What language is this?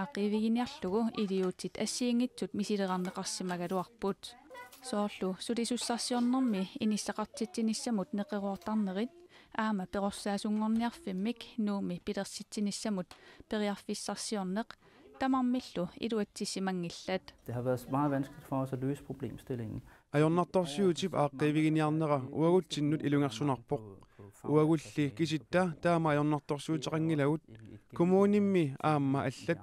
Kalaallisut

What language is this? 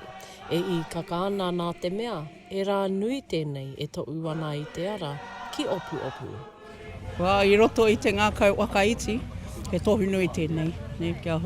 Māori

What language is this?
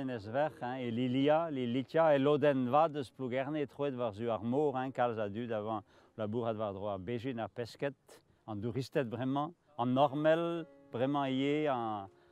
Breton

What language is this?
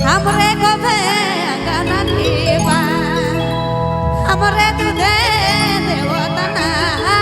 Sadri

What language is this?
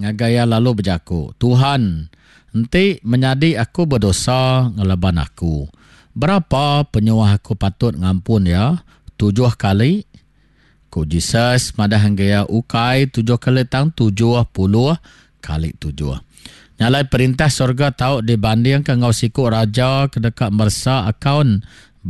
Iban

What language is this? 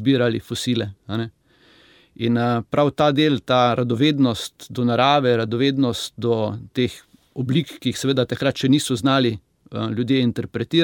Slovenian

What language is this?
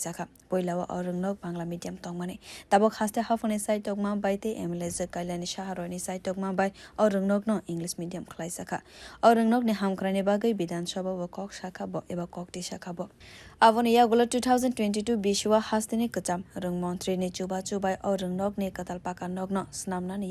Kok Borok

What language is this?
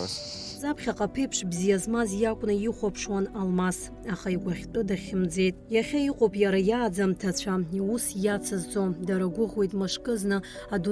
Abkhazian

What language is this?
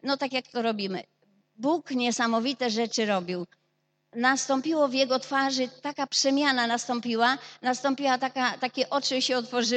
Polish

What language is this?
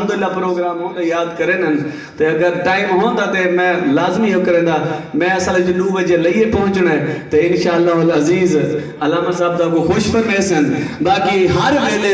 Saraiki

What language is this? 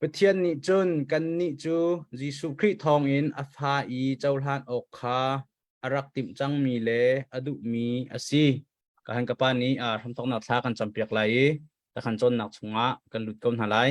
Hakha Chin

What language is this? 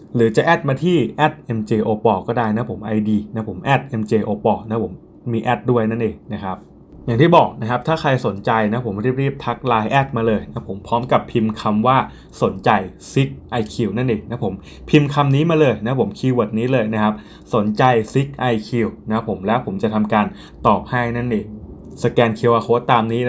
Thai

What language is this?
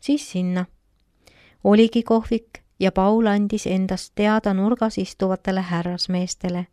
Estonian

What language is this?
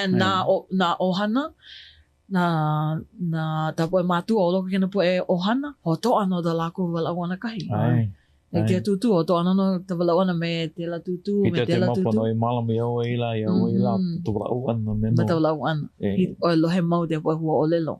Hawaiian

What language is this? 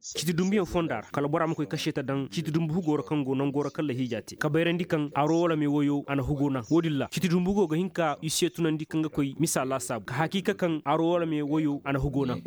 Koyraboro Senni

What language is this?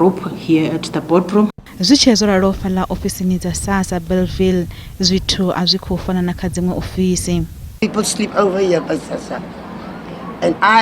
Venda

